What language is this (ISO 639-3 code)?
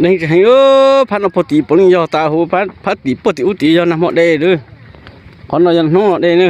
hmn